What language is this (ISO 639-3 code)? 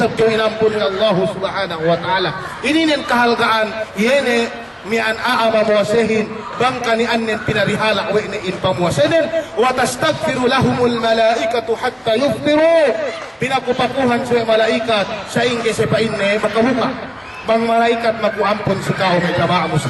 yka